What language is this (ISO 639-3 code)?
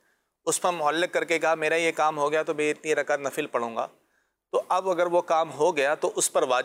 urd